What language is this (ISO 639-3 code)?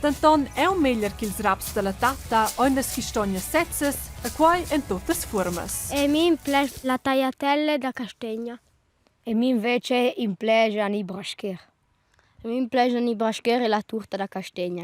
roh